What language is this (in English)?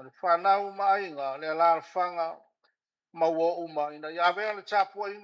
Samoan